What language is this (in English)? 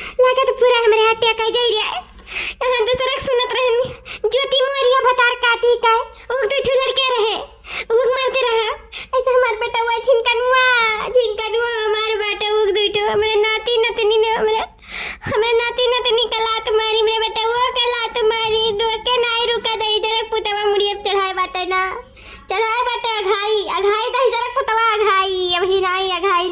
Awadhi